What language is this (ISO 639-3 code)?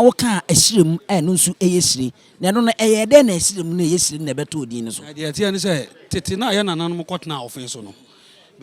aka